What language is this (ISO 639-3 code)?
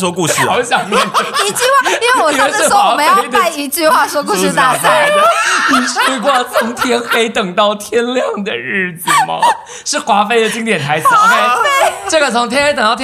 zho